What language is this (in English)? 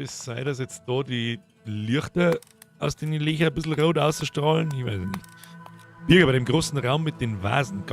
Bavarian